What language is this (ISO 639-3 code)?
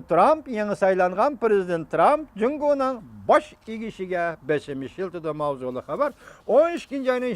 uig